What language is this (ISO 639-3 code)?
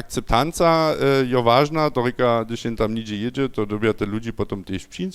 hsb